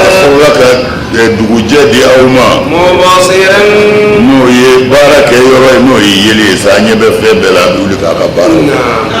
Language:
Bambara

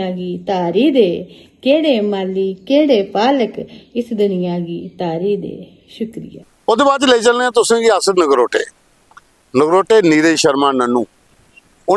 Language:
Dogri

